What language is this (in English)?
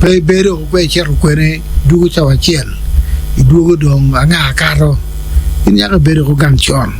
Acoli